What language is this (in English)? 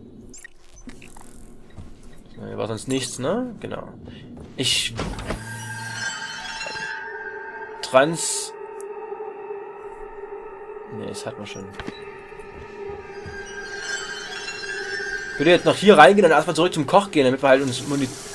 German